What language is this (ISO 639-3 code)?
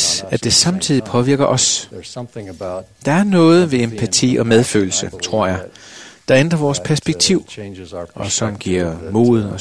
dan